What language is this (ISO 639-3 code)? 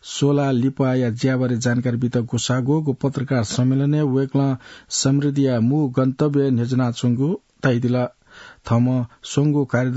new